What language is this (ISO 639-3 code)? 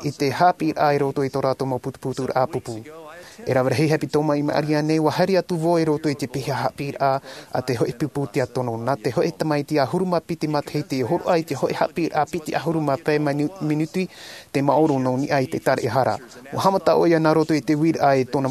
tah